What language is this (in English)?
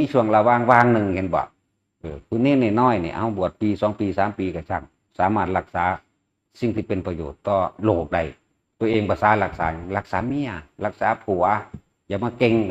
Northeastern Thai